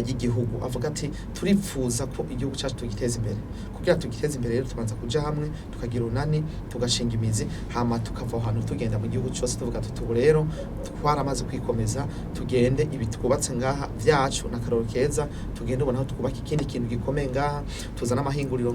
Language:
Rundi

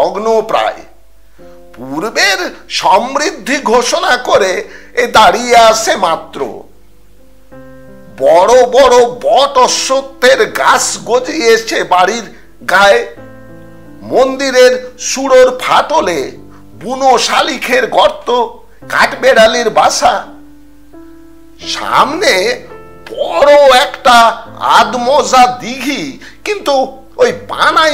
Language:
Bangla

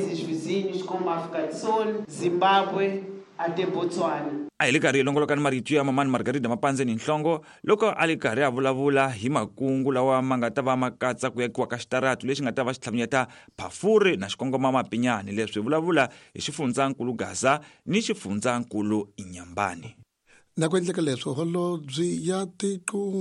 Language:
Tsonga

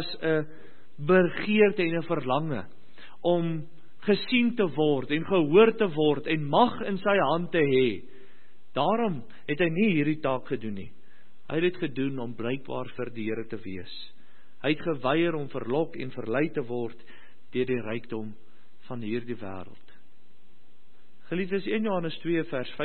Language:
Afrikaans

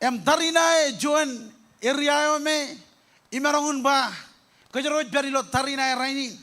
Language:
Marshallese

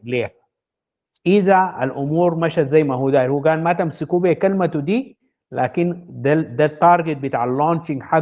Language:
Sudanese Arabic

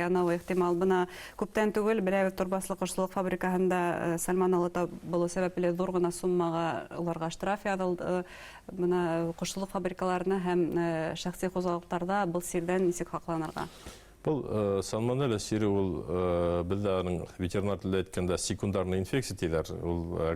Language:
Bashkir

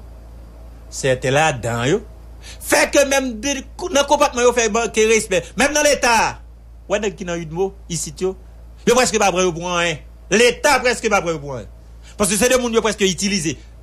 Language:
Haitian Creole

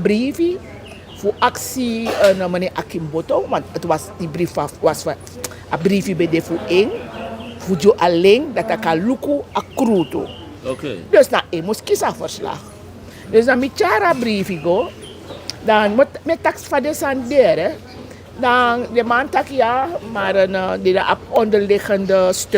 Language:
Sranan Tongo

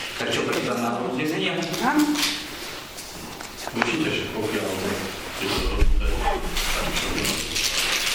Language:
Slovak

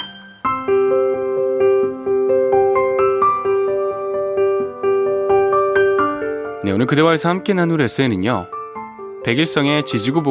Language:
Korean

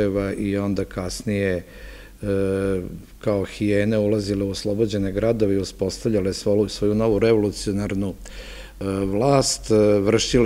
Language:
Serbian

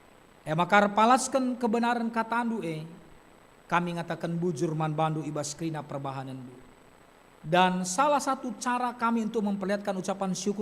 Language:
Batak Karo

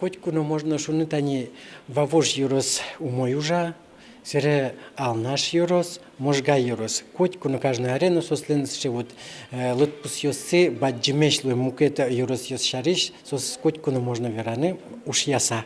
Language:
Udmurt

